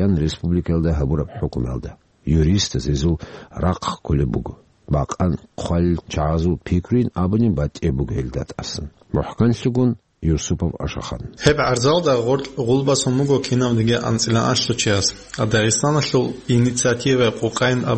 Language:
Avaric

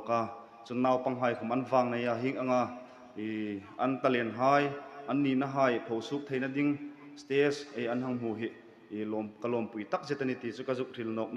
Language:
Hmar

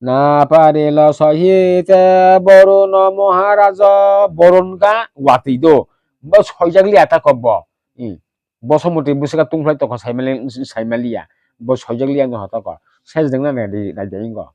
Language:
Kok Borok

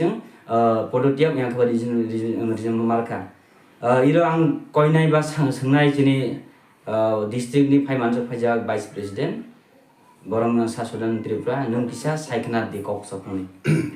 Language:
Kok Borok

